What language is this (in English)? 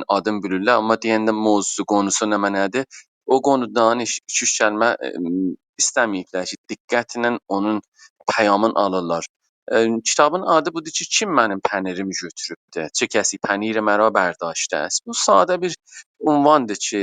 South Azerbaijani